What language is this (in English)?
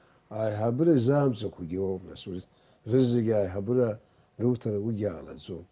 Abkhazian